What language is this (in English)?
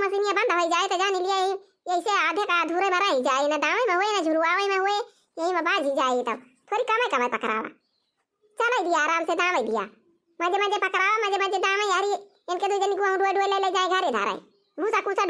Awadhi